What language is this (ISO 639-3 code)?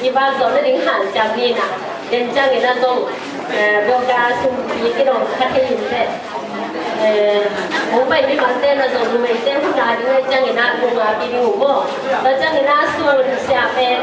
ctd